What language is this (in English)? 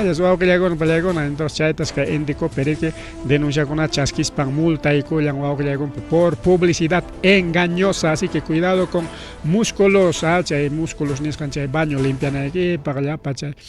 Ayacucho Quechua